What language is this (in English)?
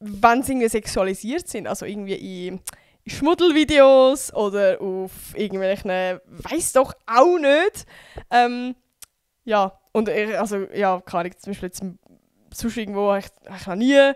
Swiss German